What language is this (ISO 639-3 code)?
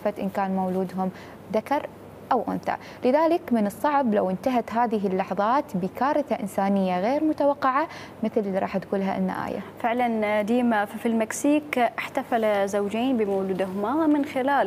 acm